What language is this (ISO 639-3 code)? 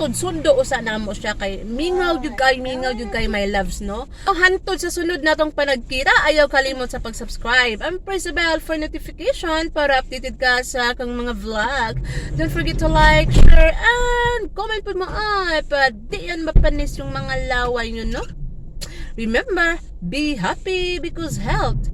ceb